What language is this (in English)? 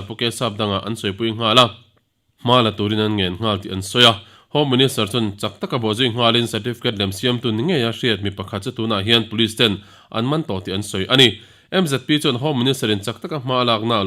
Mizo